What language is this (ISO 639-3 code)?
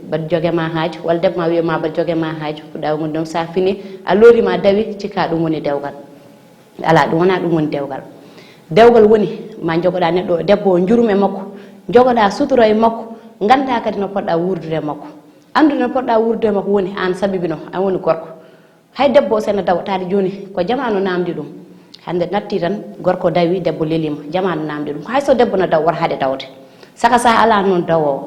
ful